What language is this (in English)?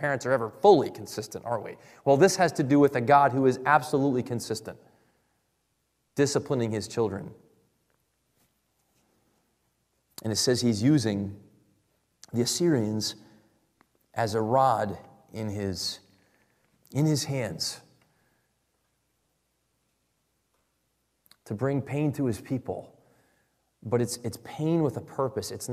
English